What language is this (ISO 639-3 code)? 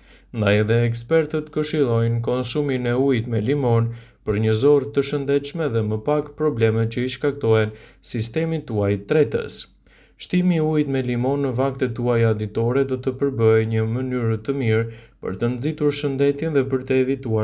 sqi